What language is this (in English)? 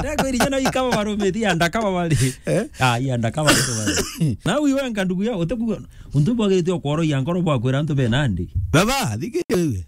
Meru